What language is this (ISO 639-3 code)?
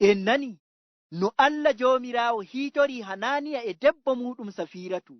ful